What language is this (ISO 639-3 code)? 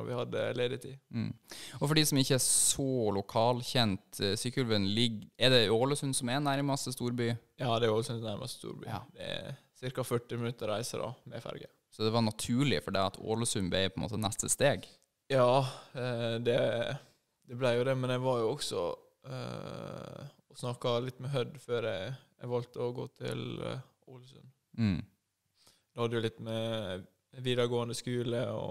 nor